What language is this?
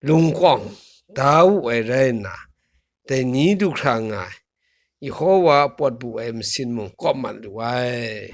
Kachin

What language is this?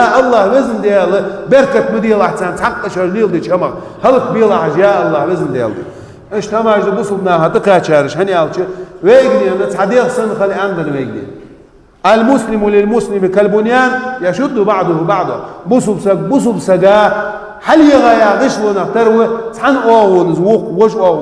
Ingush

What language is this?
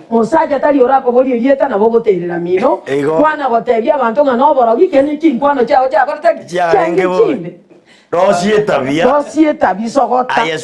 Gusii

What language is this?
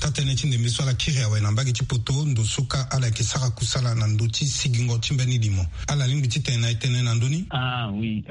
Sango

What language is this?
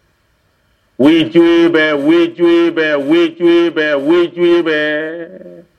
Burmese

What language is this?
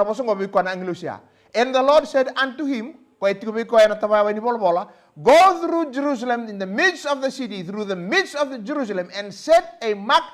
Fijian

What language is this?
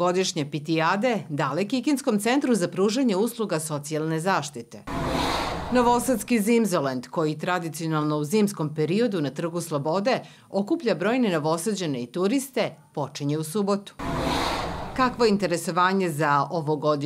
Serbian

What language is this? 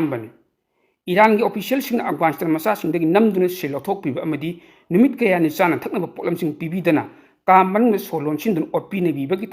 Manipuri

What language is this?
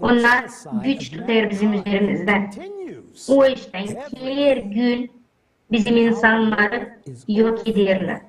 Gagauz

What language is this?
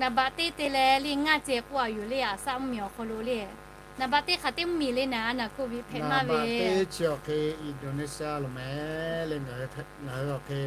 Lahu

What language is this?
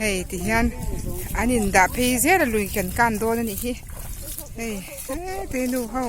Mizo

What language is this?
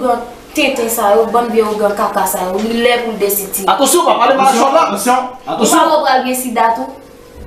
Haitian Creole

